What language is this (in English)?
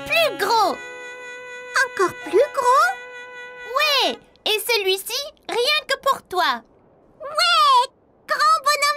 French